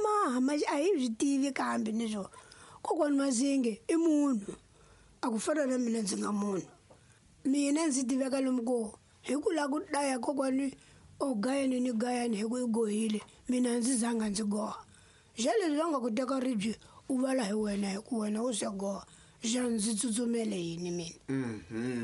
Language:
Tsonga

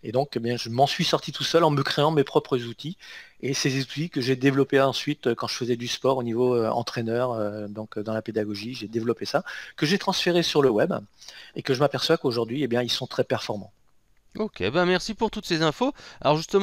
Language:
French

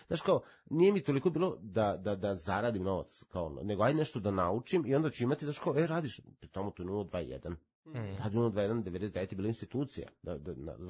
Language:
Serbian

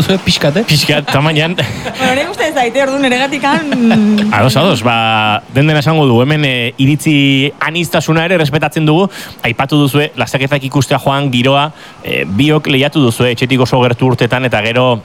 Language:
Basque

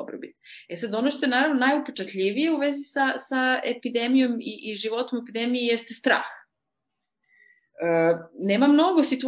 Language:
Serbian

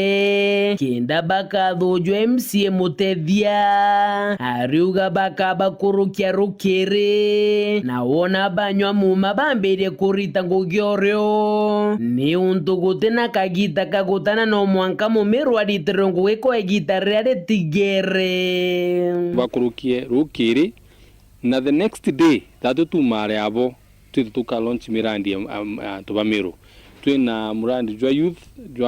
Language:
Meru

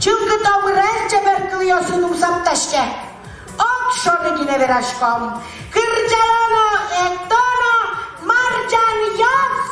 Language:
Udmurt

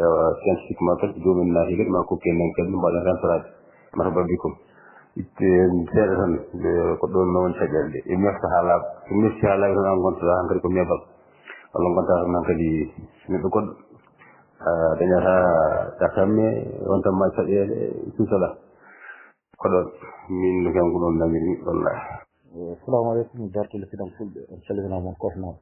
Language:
Fula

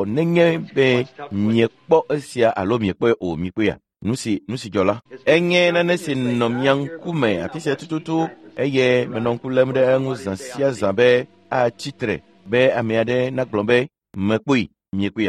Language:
Ewe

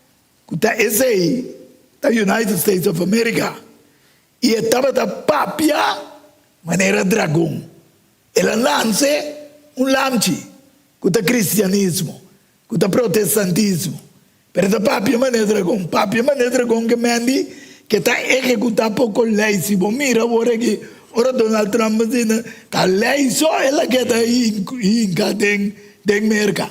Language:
Papiamento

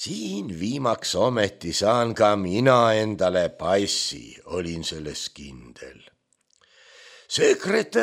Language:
Estonian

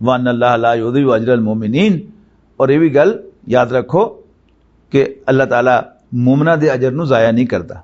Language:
Western Panjabi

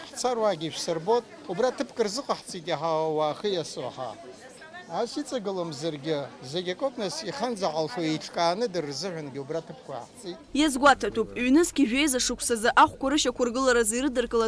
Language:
Abkhazian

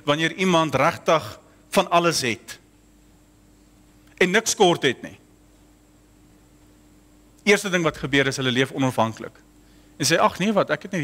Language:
Afrikaans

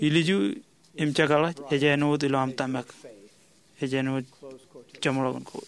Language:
Marshallese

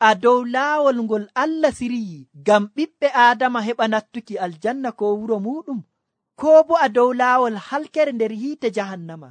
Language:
Nigerian Fulfulde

